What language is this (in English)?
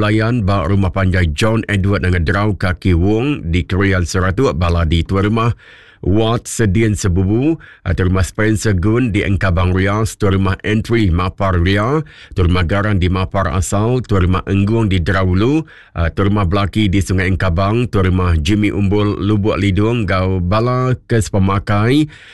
Iban